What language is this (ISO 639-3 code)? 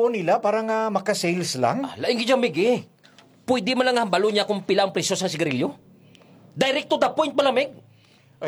hil